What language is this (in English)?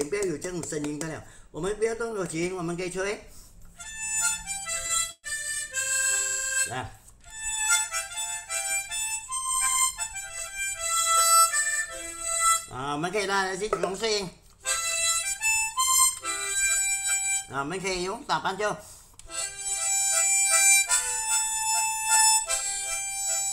Chinese